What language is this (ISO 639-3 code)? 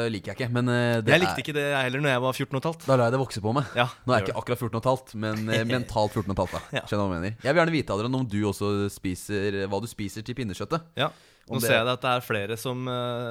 nor